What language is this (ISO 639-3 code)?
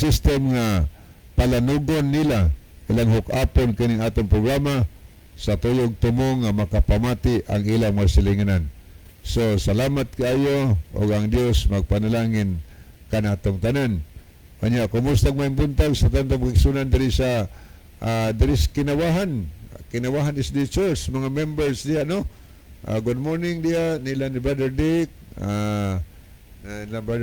ceb